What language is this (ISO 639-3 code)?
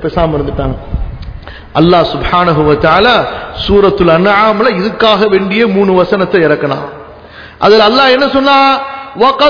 tam